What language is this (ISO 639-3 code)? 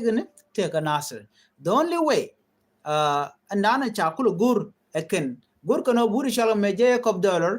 nus